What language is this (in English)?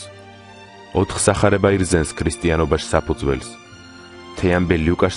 Mingrelian